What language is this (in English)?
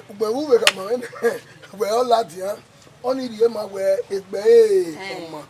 Bini